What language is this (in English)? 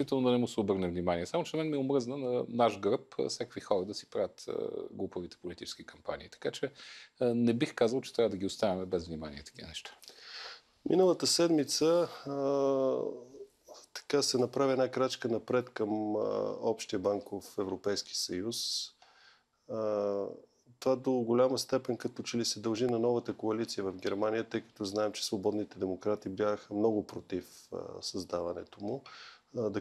Bulgarian